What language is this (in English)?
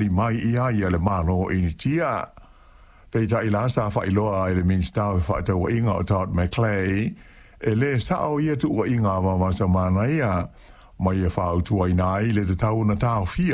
Samoan